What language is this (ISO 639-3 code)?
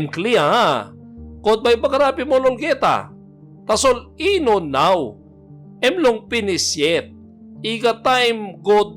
tpi